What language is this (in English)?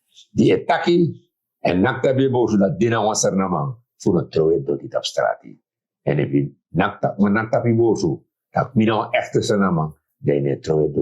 Sranan Tongo